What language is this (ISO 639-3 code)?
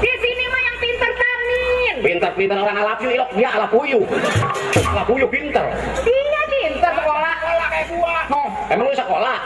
bew